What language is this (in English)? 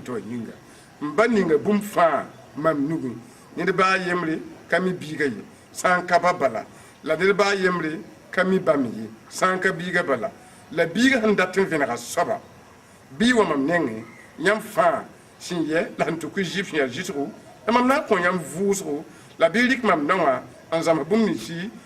Mossi